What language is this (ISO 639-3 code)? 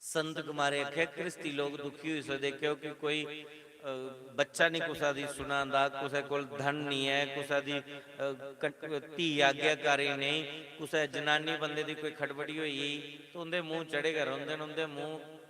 doi